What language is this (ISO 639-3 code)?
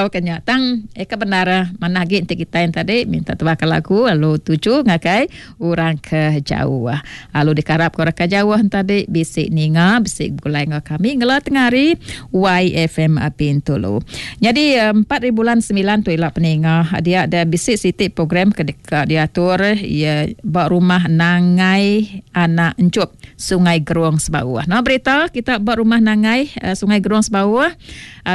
iba